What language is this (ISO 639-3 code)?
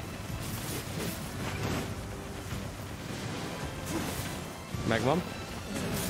hun